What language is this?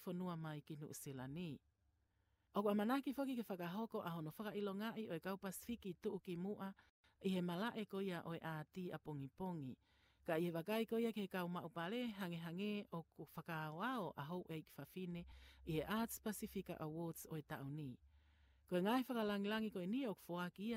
Tongan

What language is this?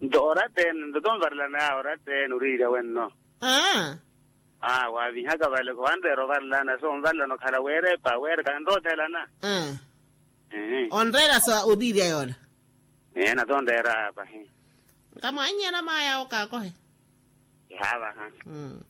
Makhuwa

